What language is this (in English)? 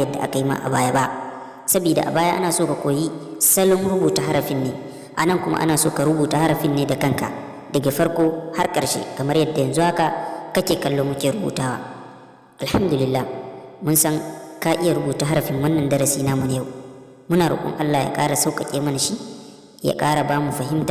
Hausa